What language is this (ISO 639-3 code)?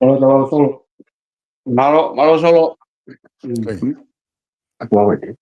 ton